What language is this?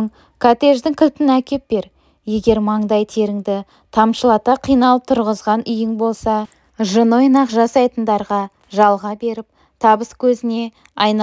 Kazakh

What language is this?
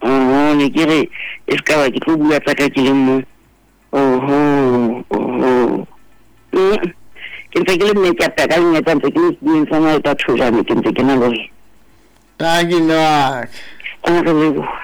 Southern Sotho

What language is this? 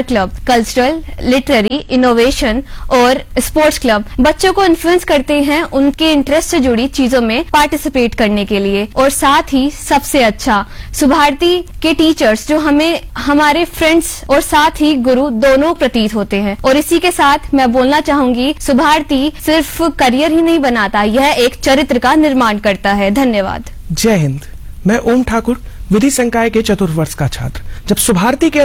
Hindi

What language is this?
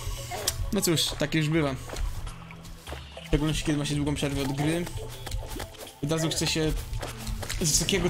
Polish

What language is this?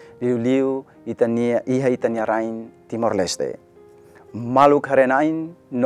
Tetum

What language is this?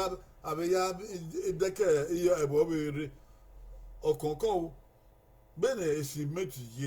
Bini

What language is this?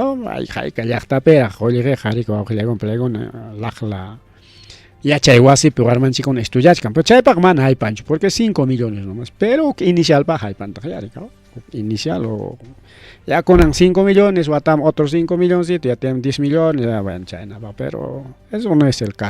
Ayacucho Quechua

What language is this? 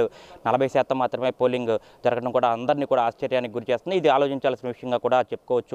Telugu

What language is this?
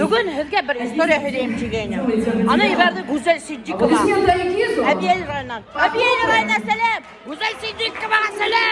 Bashkir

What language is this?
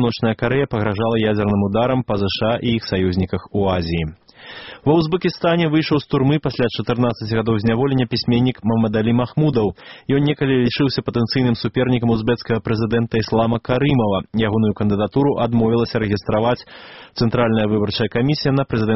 Belarusian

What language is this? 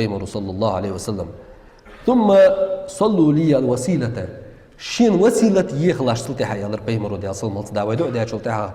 Ingush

